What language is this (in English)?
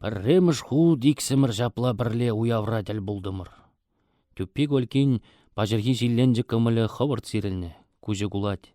Chuvash